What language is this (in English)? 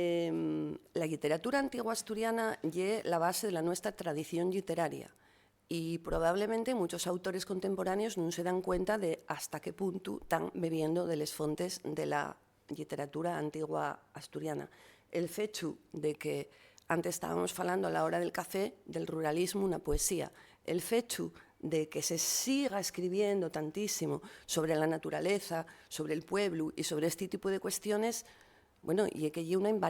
Asturian